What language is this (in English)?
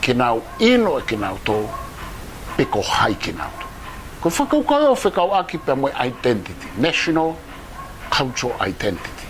Tongan